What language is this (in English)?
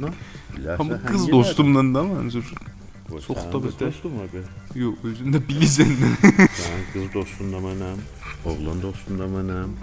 South Azerbaijani